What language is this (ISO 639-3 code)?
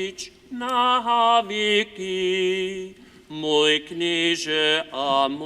hsb